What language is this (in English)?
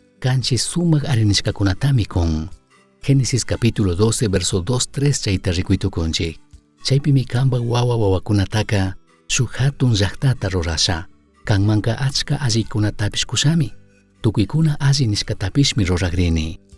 Chimborazo Highland Quichua